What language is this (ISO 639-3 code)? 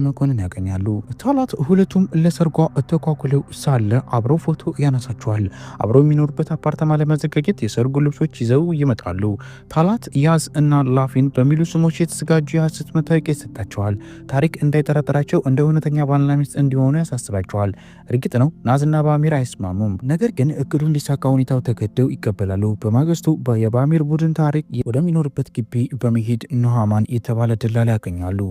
amh